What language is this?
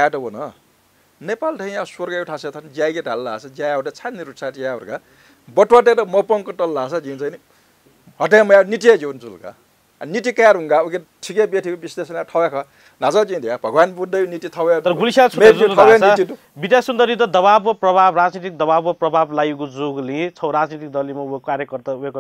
Newari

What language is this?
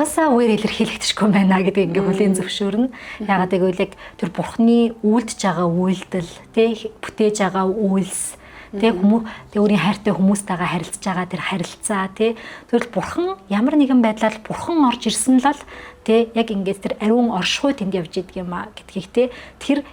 Mongolian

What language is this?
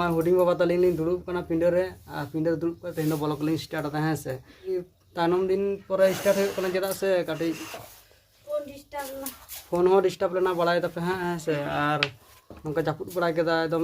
Santali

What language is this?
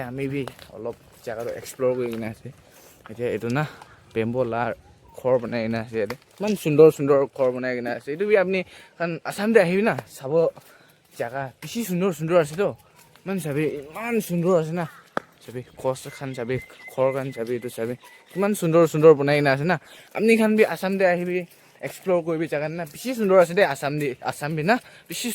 Naga Pidgin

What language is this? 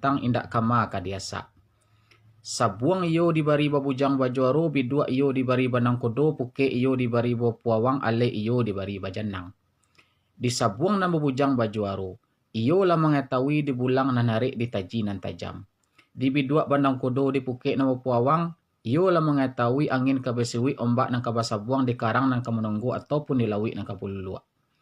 Minangkabau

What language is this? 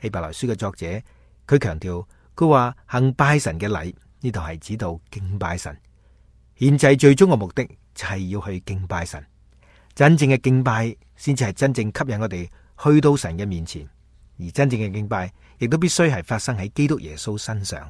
Cantonese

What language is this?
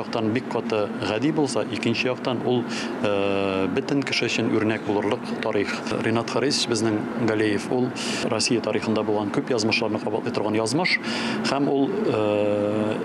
Tatar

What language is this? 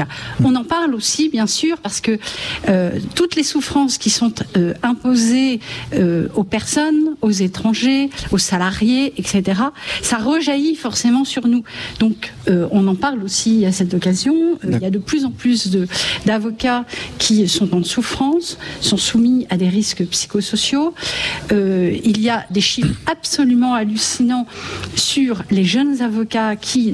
French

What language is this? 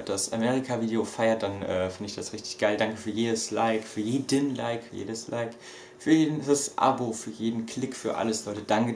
German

